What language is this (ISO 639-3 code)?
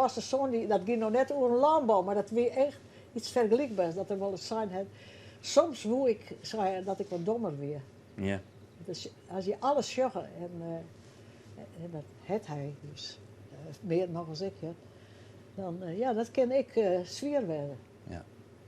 fry